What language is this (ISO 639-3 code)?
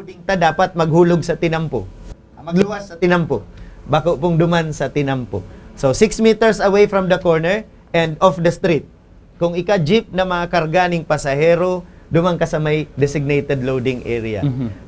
bik